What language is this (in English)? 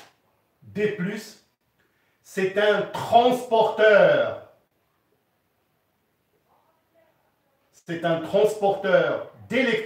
French